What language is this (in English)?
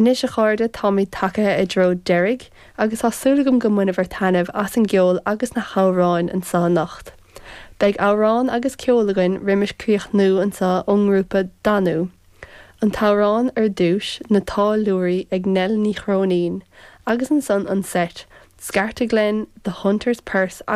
Irish